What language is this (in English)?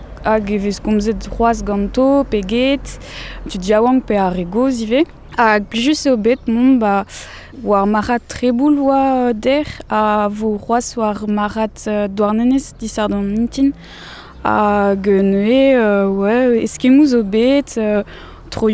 Breton